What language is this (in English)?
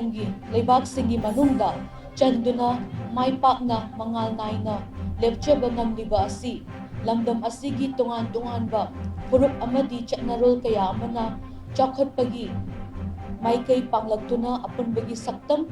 Manipuri